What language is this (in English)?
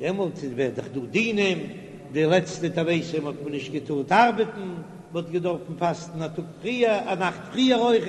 Yiddish